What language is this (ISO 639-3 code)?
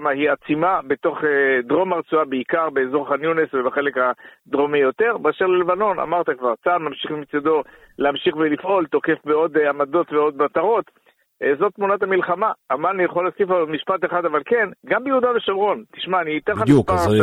heb